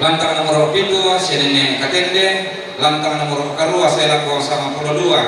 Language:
Toraja-Sa'dan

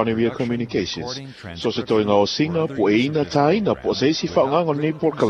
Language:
Samoan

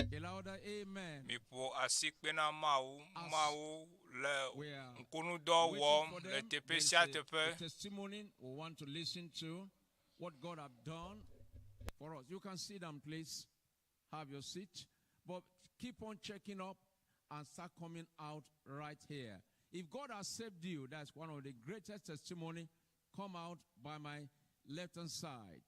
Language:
Ewe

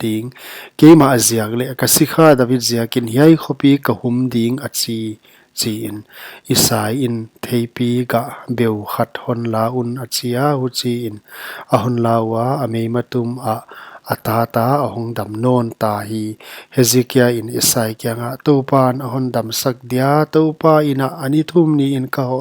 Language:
Paite Chin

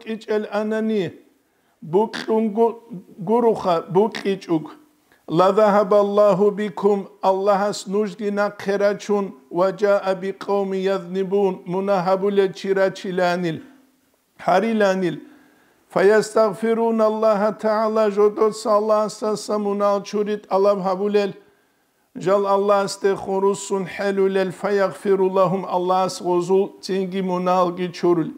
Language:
Avaric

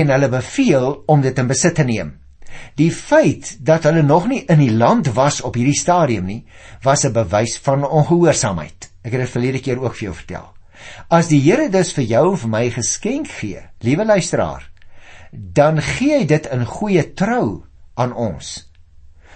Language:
Afrikaans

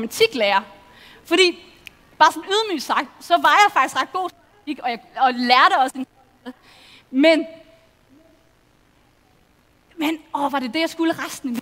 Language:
Danish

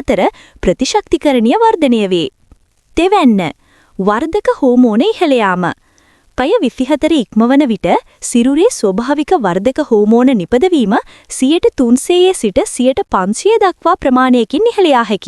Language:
Sinhala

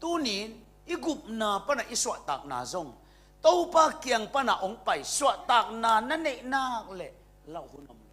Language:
Tedim Chin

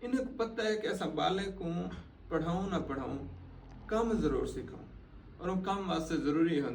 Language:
Saraiki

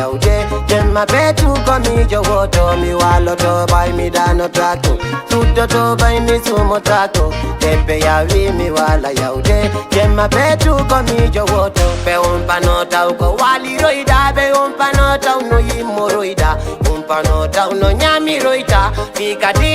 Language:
Fula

